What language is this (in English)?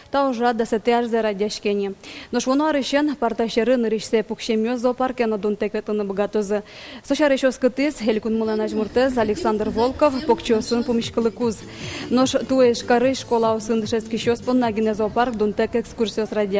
Udmurt